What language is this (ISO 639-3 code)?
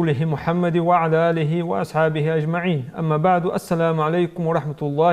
inh